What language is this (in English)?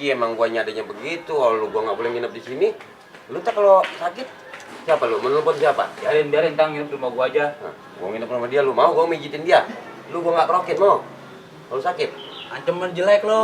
Betawi